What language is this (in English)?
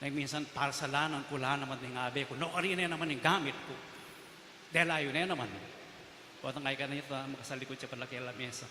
Pampanga